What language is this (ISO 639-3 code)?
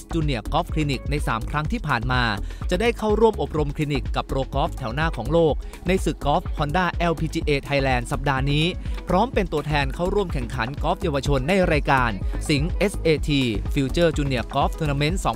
tha